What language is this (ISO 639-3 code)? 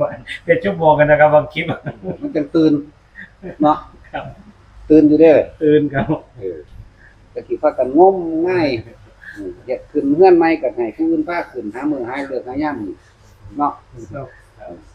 tts